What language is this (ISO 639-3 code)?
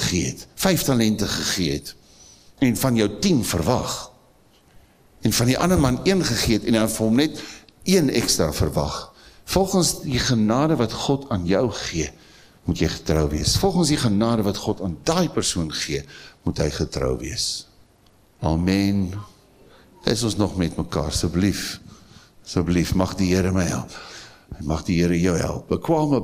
afr